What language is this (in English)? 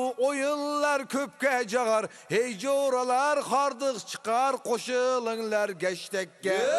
Uzbek